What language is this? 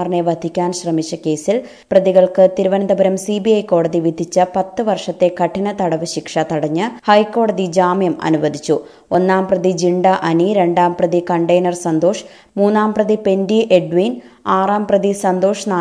Malayalam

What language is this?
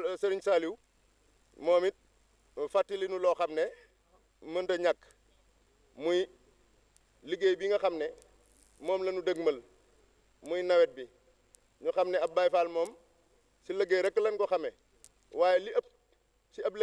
Wolof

